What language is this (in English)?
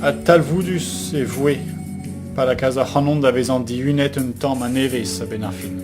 Breton